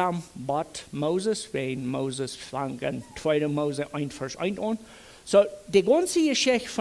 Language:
Plautdietsch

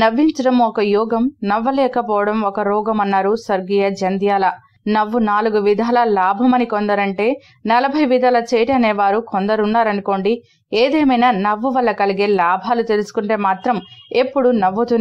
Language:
Telugu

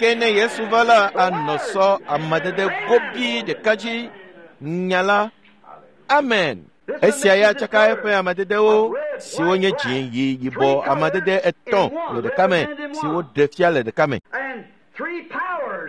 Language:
Ewe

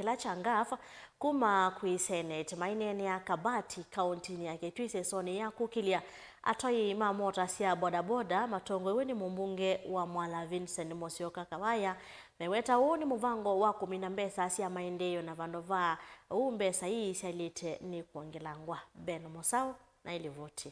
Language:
Kamba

